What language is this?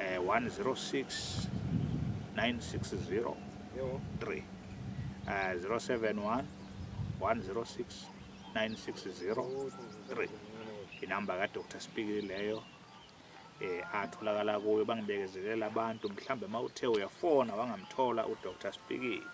Zulu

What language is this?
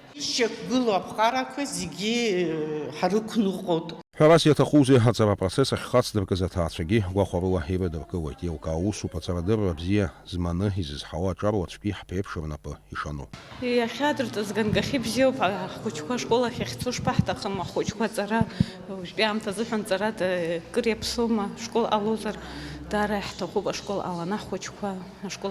Abkhazian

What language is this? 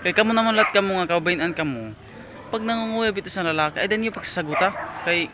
Waray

